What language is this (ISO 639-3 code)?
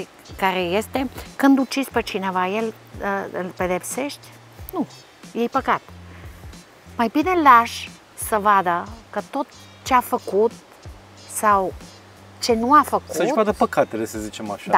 ron